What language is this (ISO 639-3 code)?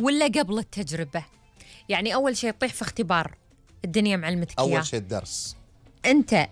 afb